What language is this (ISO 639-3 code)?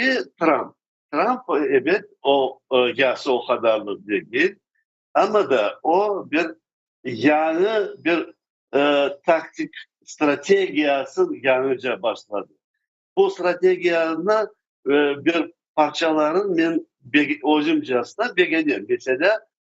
crh